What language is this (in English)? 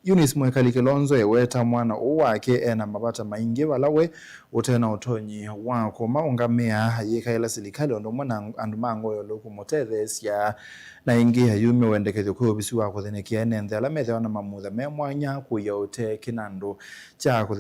Kamba